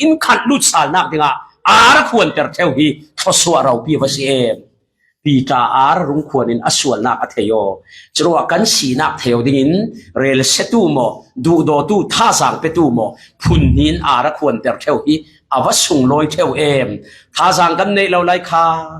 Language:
Falam Chin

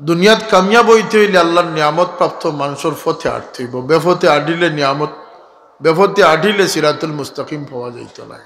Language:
Sylheti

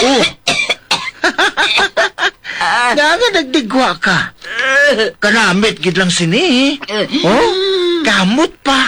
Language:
Hiligaynon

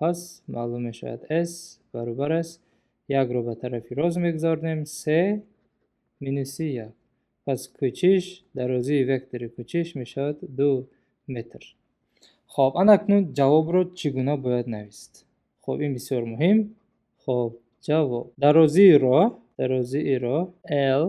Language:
Tajik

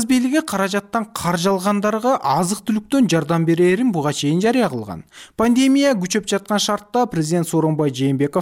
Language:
Kyrgyz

